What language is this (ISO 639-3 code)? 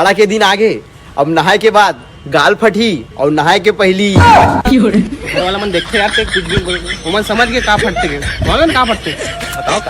hne